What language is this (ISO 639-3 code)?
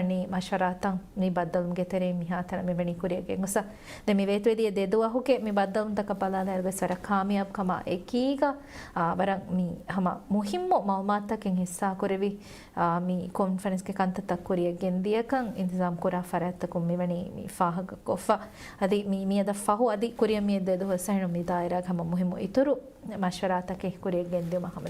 div